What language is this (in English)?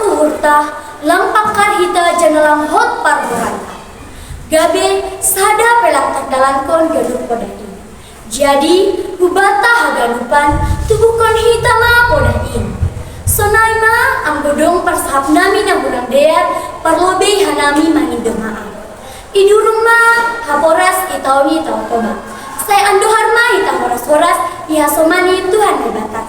Batak Simalungun